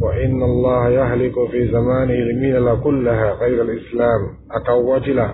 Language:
Dyula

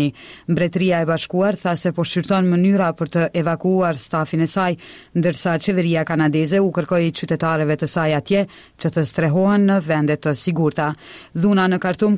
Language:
Albanian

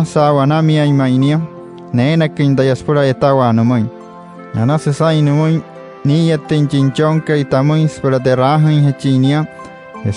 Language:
Wayuu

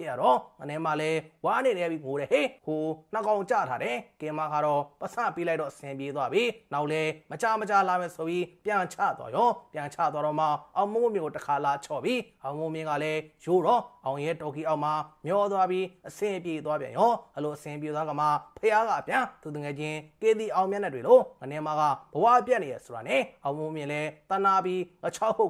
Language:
Burmese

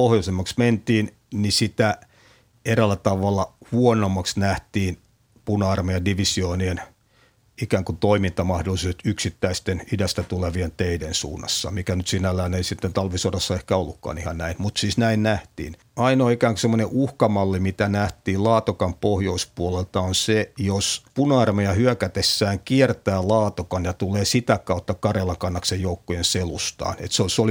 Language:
Finnish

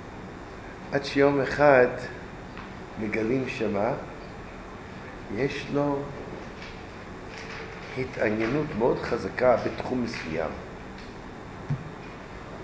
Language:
Hebrew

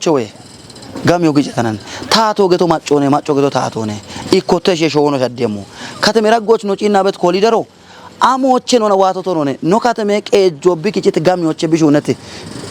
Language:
Kafa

